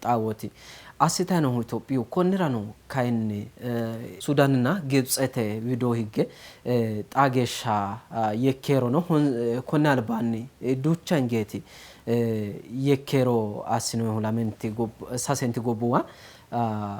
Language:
Sidamo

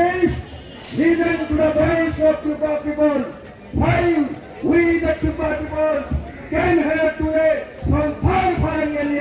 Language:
Kok Borok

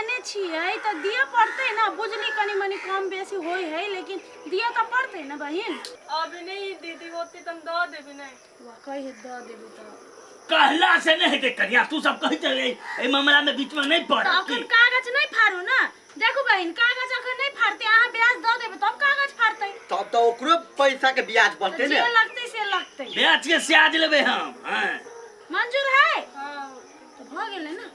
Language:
Maithili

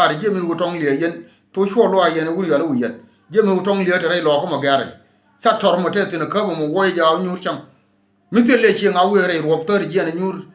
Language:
Nuer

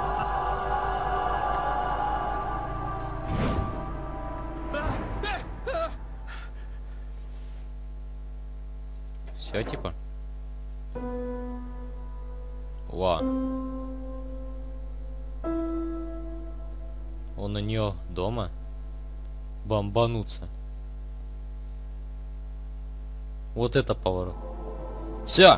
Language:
Russian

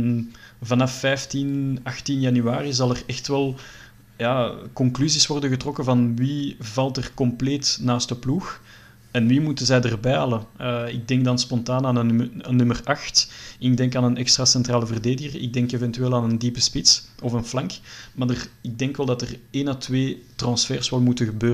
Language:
Dutch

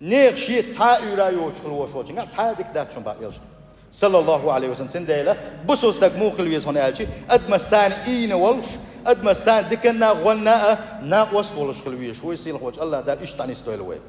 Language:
Chechen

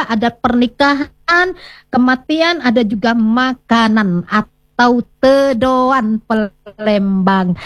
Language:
Indonesian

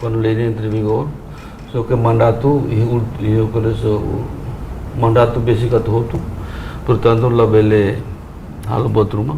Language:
Tetum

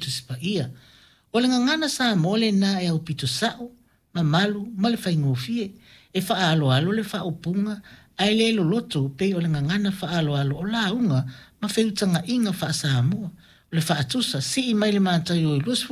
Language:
Samoan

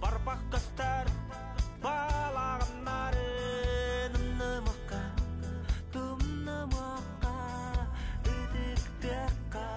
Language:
Yakut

